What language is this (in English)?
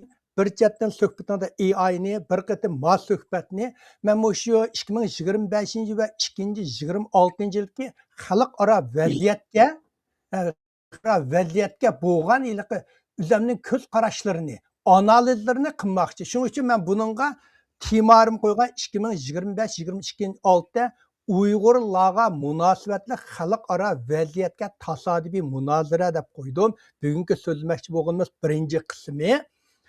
Uyghur